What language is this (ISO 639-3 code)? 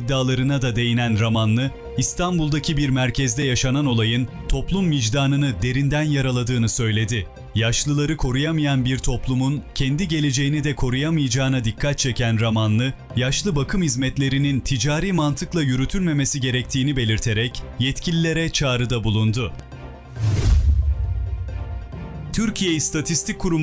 tur